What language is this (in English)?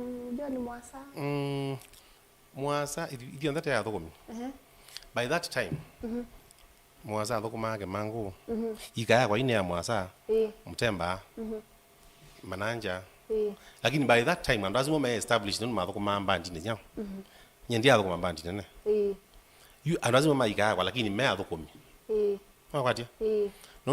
Kamba